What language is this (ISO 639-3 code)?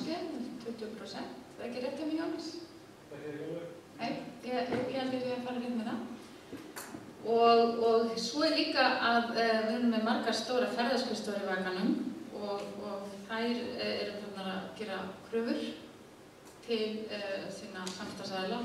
isl